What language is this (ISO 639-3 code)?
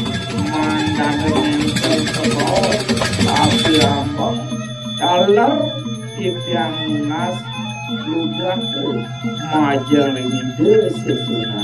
ban